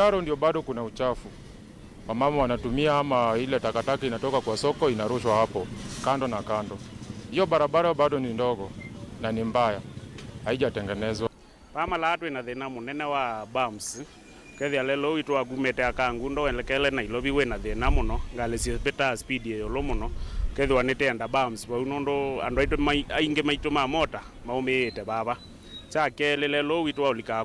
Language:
Kamba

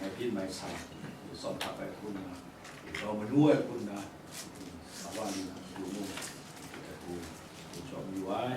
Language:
Kachin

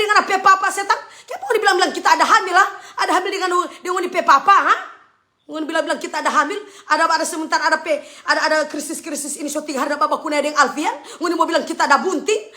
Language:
Manado Malay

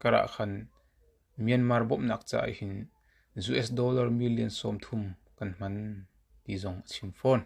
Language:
Hakha Chin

